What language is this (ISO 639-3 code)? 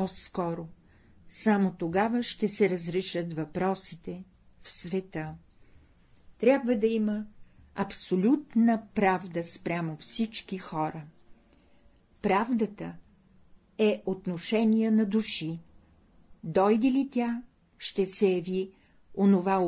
bul